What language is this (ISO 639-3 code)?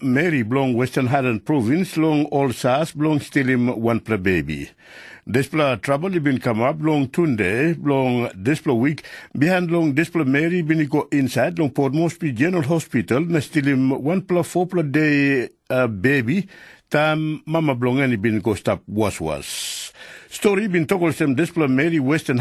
tpi